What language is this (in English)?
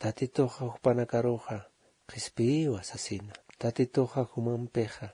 Aymara